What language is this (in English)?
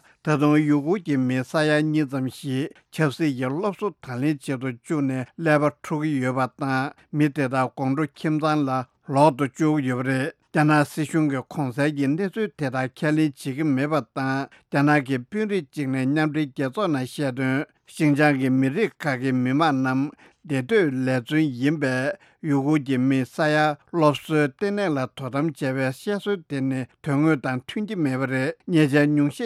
Tibetan